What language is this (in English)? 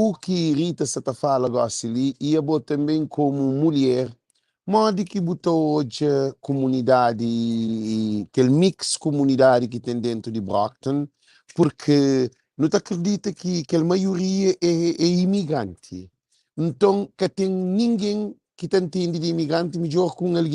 Kabuverdianu